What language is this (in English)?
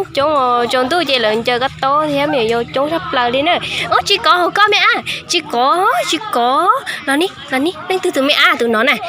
Hmong